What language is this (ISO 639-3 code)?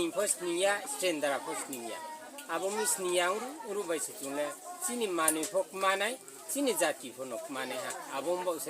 ria